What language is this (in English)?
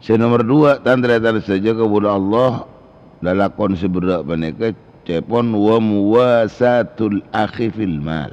Madurese